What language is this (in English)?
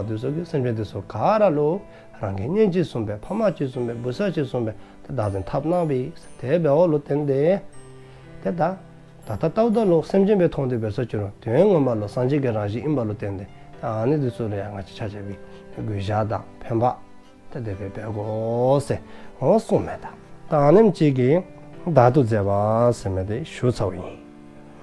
Dzongkha